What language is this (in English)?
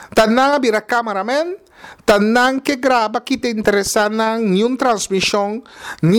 Papiamento